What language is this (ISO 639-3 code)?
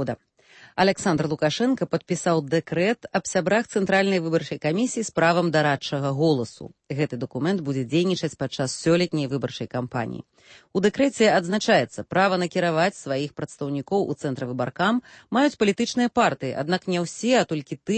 bel